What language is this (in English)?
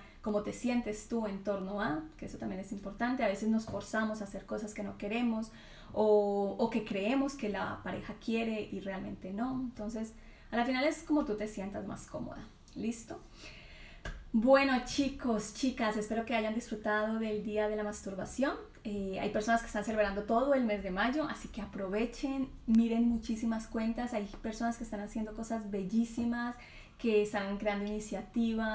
Spanish